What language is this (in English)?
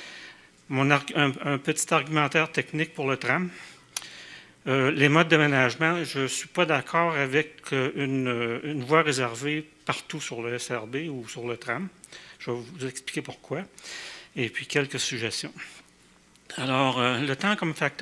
French